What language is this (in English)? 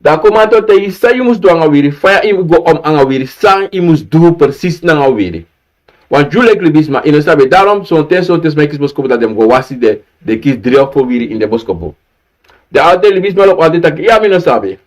Sranan Tongo